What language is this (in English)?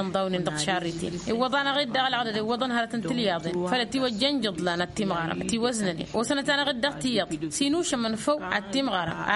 Tamasheq